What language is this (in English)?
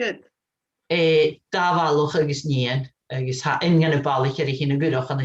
Scottish Gaelic